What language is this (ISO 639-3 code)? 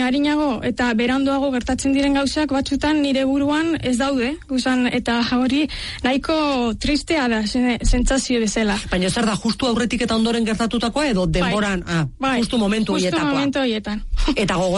eus